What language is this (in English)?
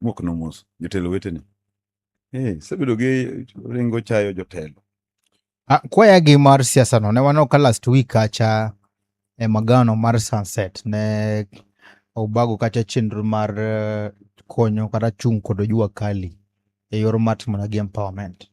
Luo (Kenya and Tanzania)